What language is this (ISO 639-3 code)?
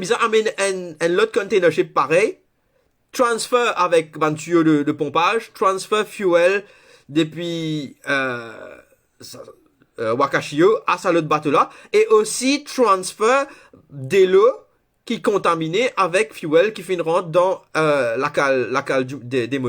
mfe